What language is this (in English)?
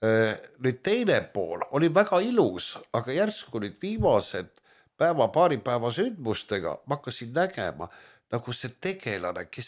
Estonian